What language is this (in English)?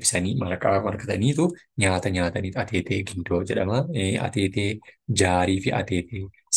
Oromo